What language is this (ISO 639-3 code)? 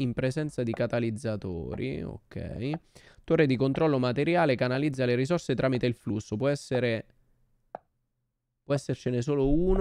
ita